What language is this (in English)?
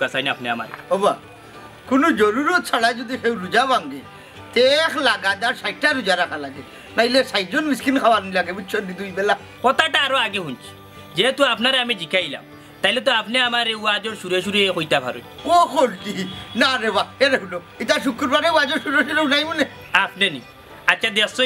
Sylheti